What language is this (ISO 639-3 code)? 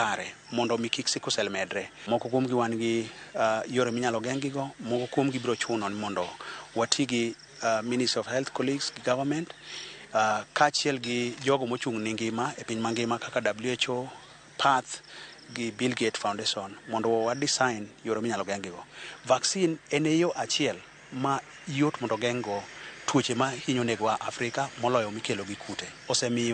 luo